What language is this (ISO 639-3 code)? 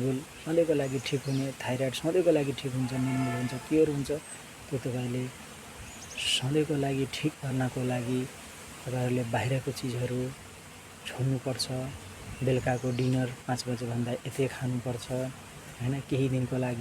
nep